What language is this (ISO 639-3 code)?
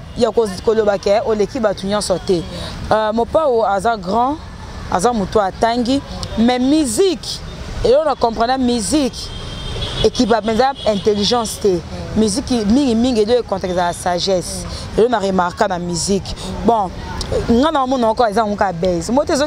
lin